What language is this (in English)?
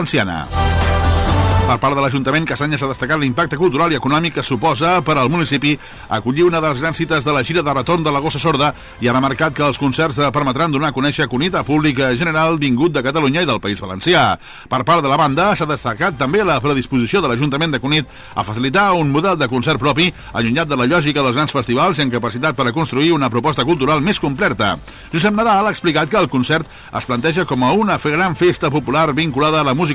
Catalan